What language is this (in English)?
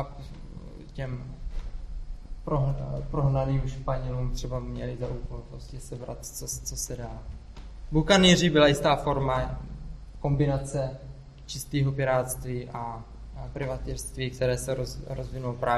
Czech